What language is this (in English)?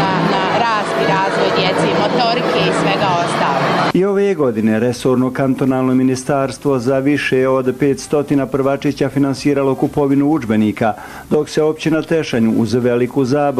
Bosnian